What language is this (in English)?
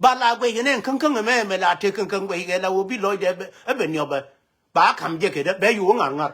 Nuer